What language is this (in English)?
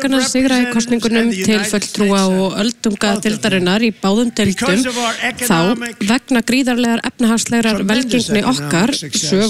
Icelandic